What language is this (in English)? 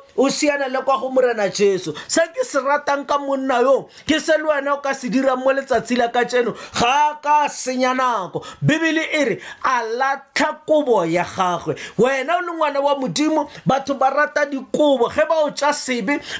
Tswana